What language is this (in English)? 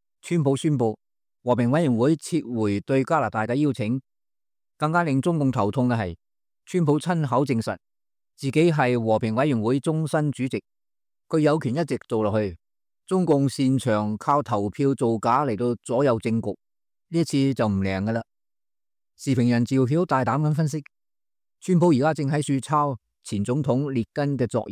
Cantonese